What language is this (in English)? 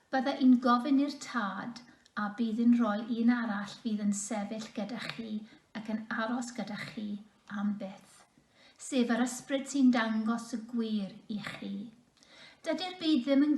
Welsh